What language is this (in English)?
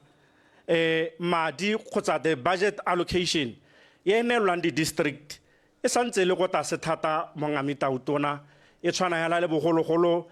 Tswana